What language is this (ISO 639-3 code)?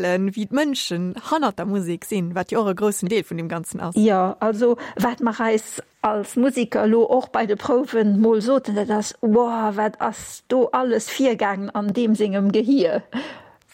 ltz